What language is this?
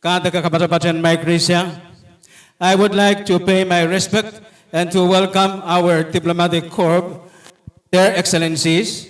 Pohnpeian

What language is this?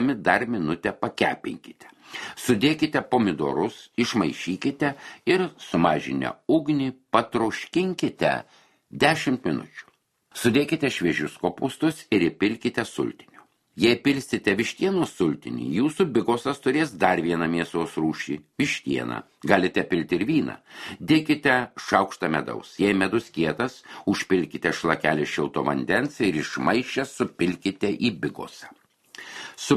Lithuanian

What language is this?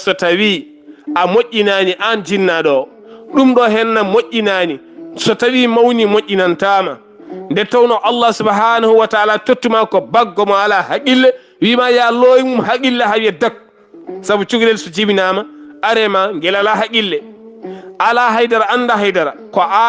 Fula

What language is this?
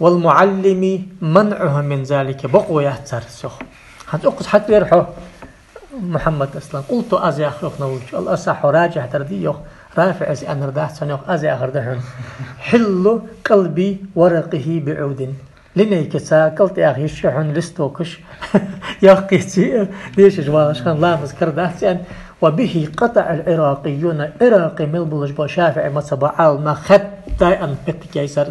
Ingush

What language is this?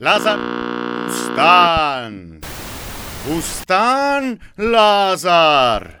Slovenian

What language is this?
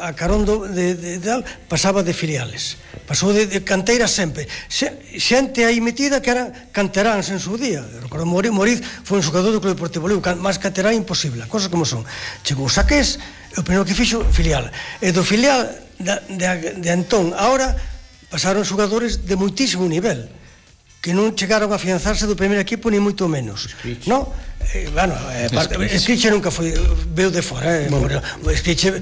Galician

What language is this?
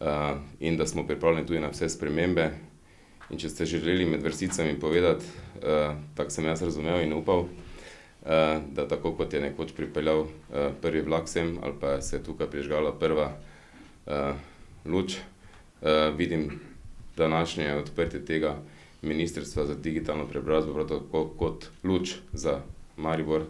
Slovenian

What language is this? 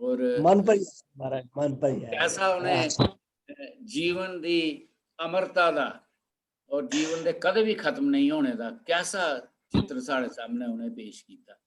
Dogri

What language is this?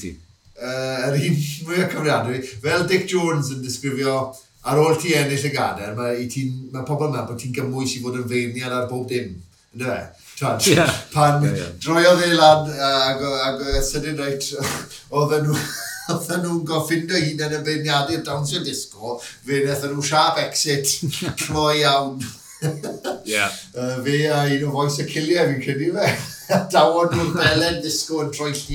Welsh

